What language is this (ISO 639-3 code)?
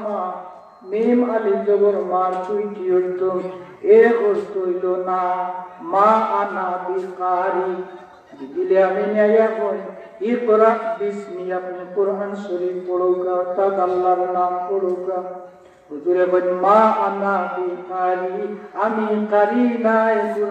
syl